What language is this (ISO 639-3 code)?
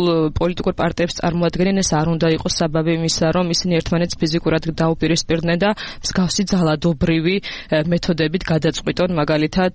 kat